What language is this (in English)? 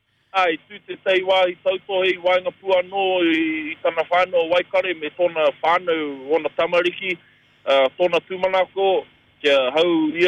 Māori